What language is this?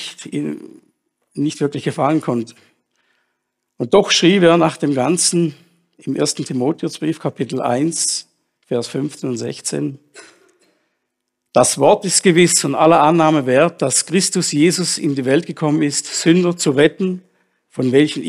German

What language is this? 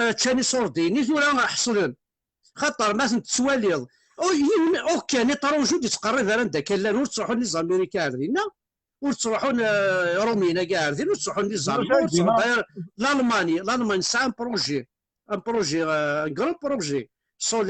Kabyle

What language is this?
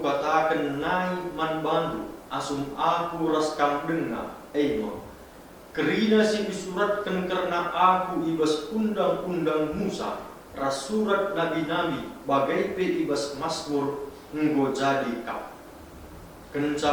Batak Karo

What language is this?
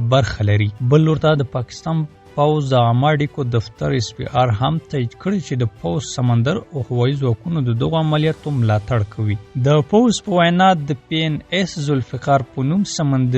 Pashto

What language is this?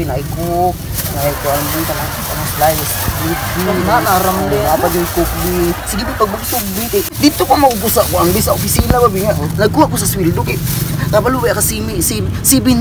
Cebuano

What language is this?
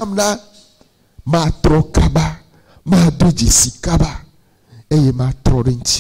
Ewe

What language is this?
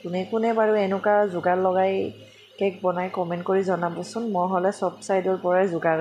Assamese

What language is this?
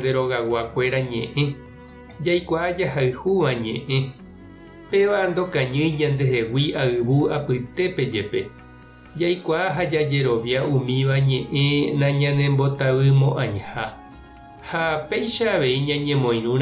Guarani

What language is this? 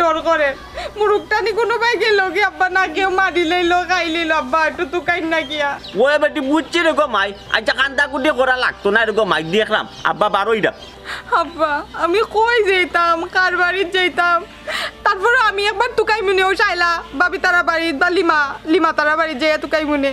Sylheti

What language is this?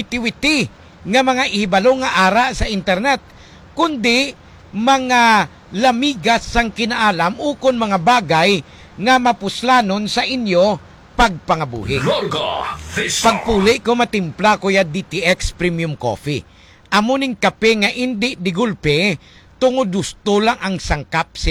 Hiligaynon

